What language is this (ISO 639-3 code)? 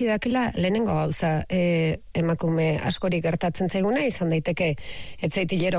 eus